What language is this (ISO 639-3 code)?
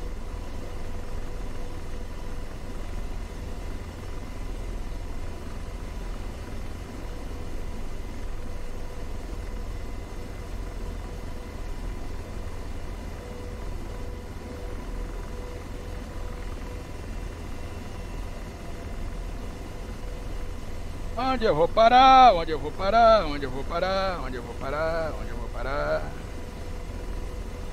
por